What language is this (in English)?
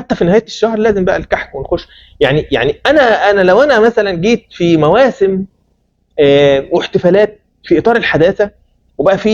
Egyptian Arabic